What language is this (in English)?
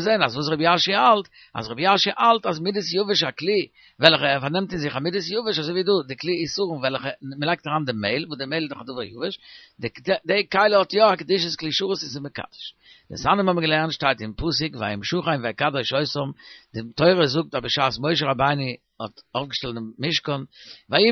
Yiddish